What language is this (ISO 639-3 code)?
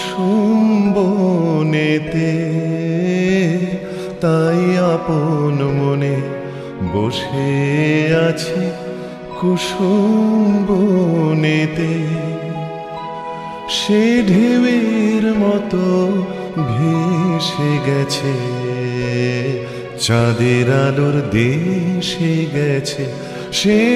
ben